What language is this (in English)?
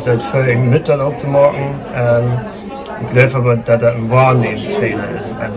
Low German